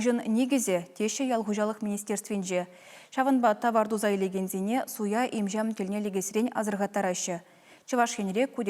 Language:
Chuvash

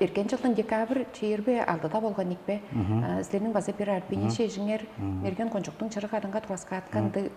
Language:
Tuvinian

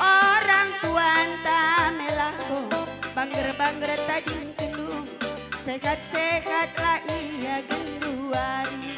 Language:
Batak Karo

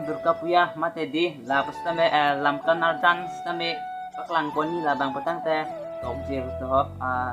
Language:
Karbi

